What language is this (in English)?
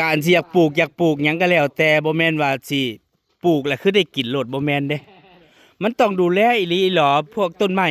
Northeastern Thai